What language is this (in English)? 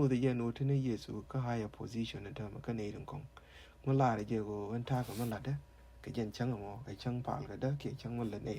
Nuer